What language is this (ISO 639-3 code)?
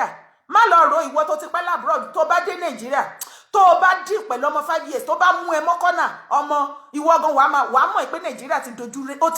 yor